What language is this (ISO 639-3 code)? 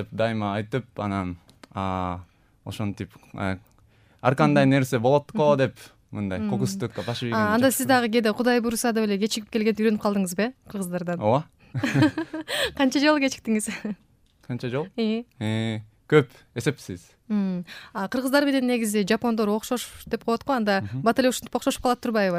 kir